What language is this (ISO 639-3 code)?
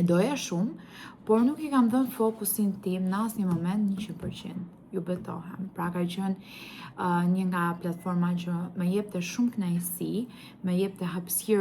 sqi